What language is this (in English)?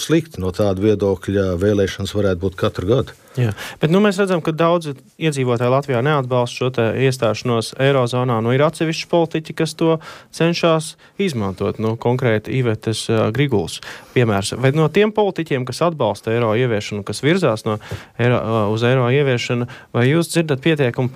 Latvian